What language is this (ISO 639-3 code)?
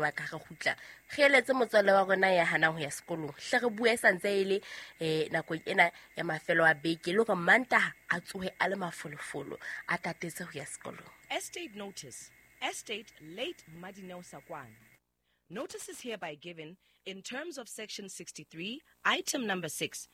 sot